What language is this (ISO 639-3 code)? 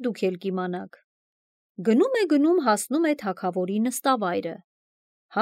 hye